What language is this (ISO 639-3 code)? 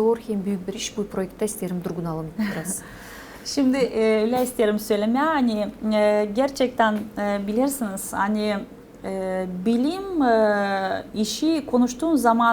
gag